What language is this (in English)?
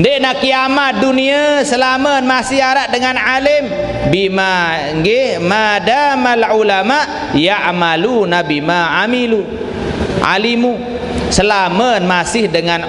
Sasak